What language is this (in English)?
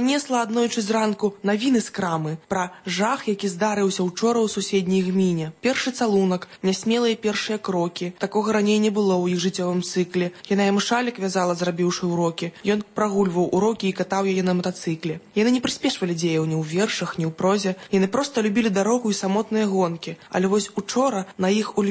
Belarusian